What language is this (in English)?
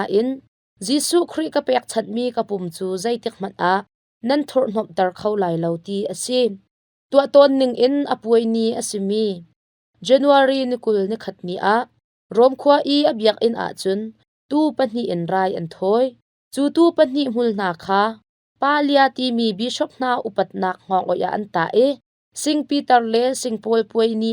Hakha Chin